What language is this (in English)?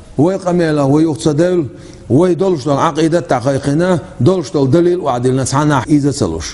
Chechen